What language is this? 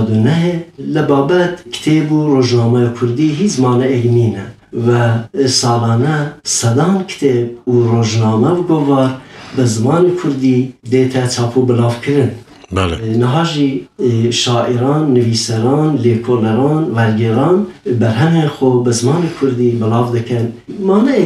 Kurdish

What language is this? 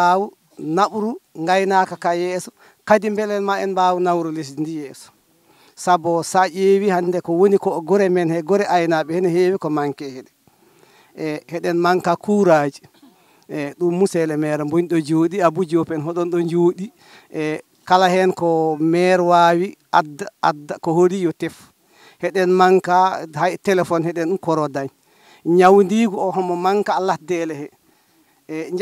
Fula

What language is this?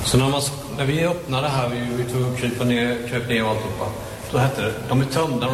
Swedish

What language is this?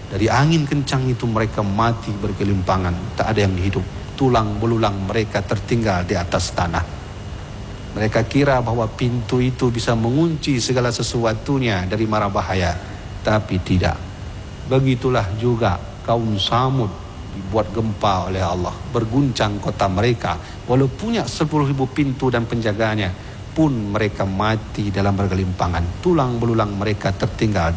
Indonesian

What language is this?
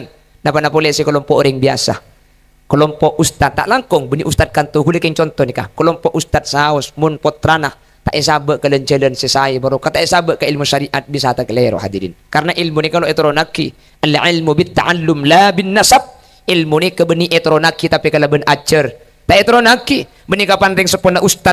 Madurese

